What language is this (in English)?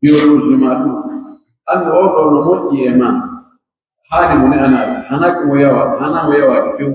Pular